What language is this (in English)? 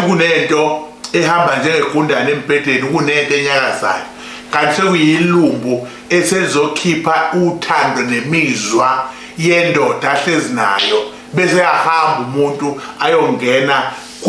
Zulu